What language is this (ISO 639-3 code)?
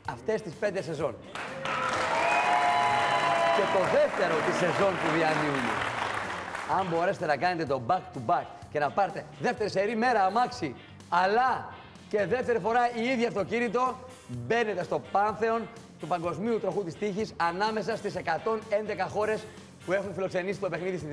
ell